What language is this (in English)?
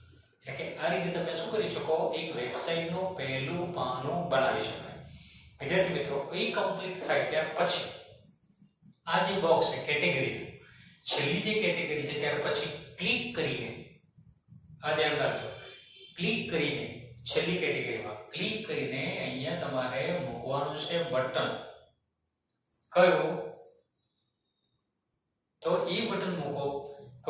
Gujarati